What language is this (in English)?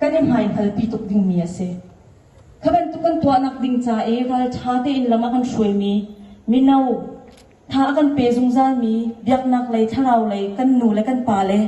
Hakha Chin